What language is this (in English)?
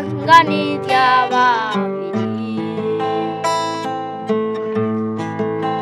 Kinyarwanda